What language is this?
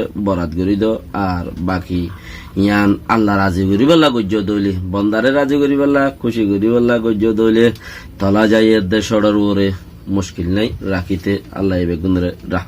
Rohingya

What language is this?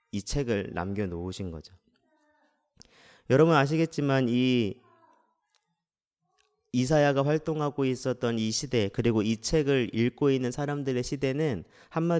Korean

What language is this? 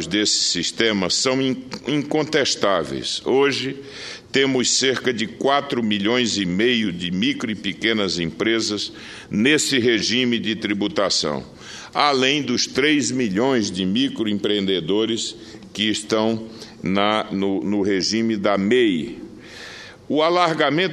Portuguese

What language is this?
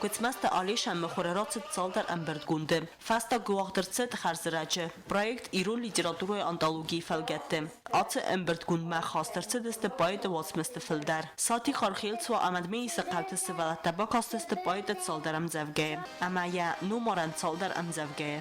Ossetic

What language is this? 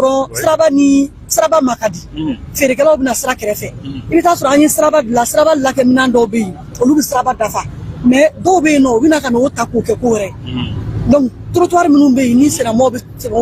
Bambara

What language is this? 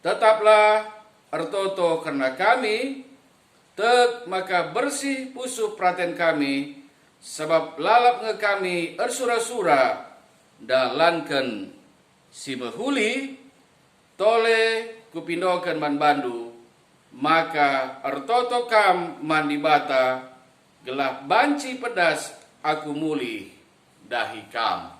Batak Karo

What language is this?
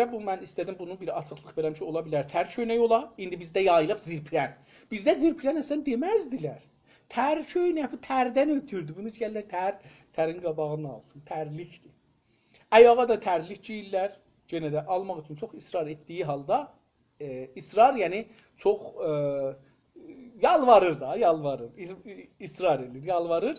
South Azerbaijani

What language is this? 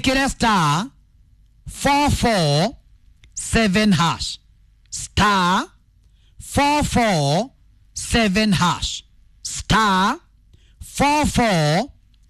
Kikuyu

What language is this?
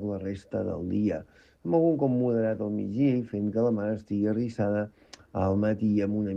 Catalan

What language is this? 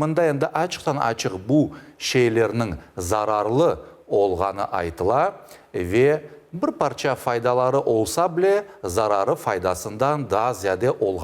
Crimean Tatar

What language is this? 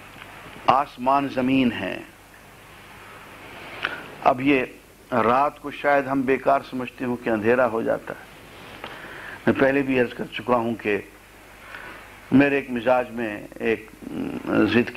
Urdu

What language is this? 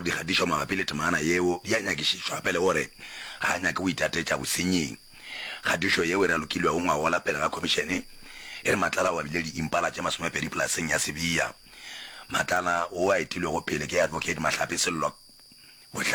Northern Sotho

